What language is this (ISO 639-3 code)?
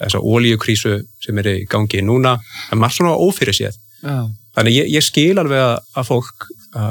isl